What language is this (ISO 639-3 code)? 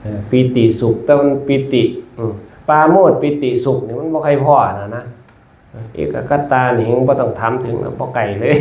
tts